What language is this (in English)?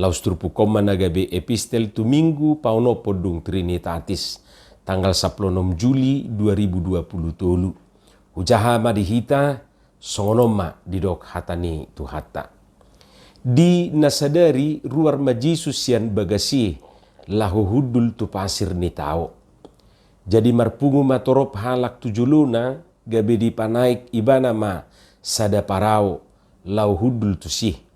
Batak Toba